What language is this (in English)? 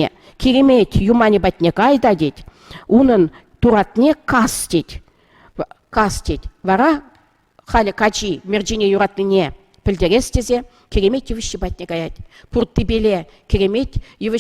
Chuvash